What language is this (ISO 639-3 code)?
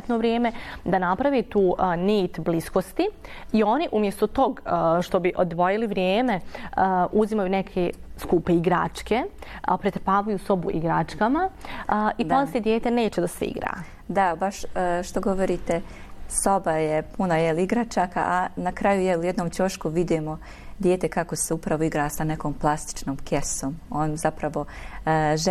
bos